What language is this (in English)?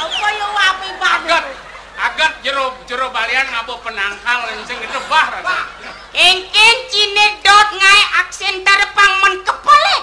Balinese